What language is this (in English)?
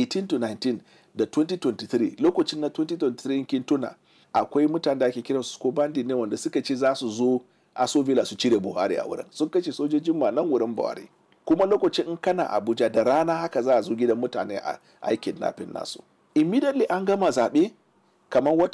Hausa